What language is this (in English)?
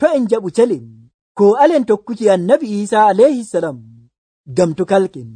Nigerian Fulfulde